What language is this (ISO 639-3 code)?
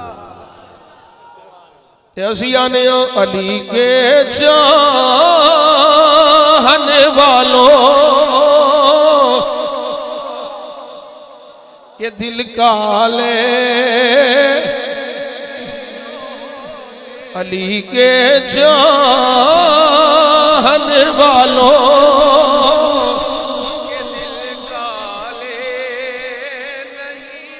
urd